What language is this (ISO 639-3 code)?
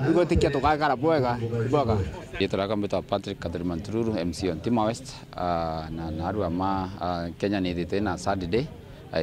mer